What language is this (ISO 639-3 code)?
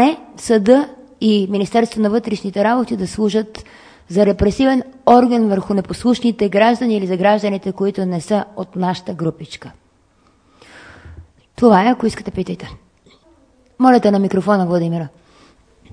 bul